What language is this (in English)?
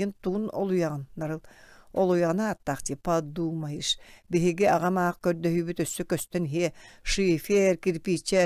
Yakut